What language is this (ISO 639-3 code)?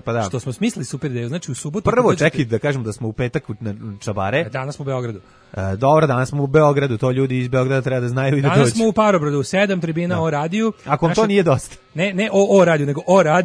srp